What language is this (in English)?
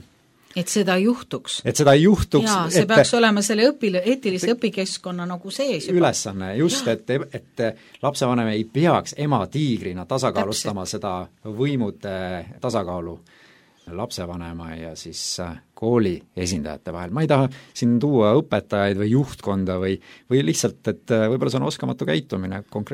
Estonian